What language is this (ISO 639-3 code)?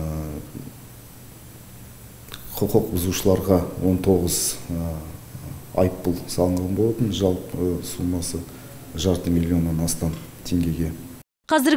kaz